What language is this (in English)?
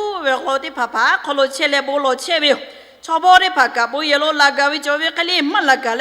Lahu